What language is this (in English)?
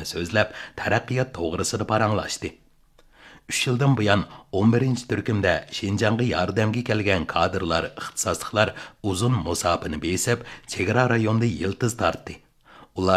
Uyghur